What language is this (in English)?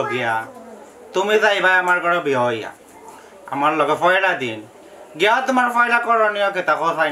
Sylheti